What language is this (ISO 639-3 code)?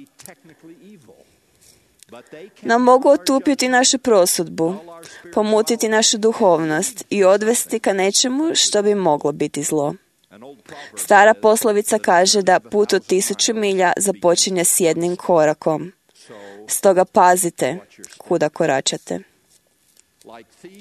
hrv